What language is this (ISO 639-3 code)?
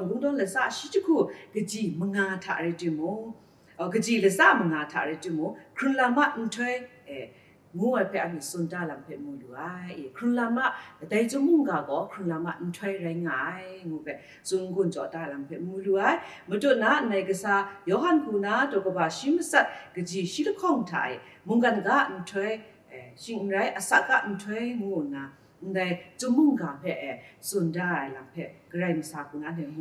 kac